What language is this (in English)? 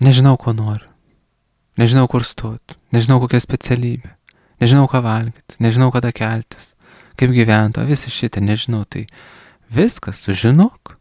Lithuanian